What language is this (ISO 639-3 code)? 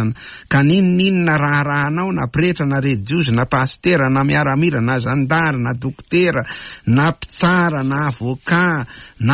mlg